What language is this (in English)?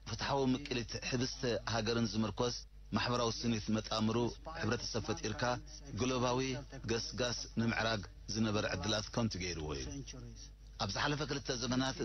Tigrinya